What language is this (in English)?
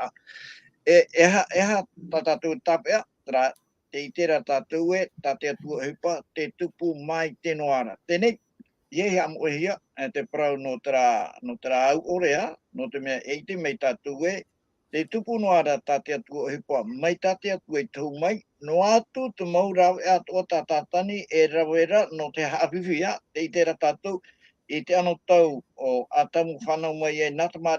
Tahitian